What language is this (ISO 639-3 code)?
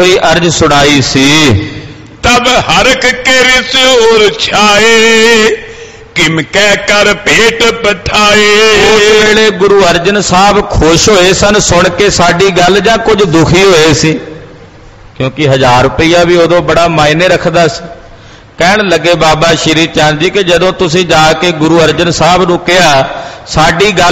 pan